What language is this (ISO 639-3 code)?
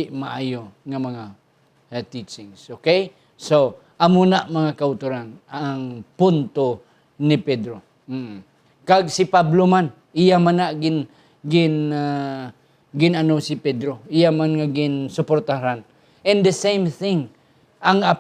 hil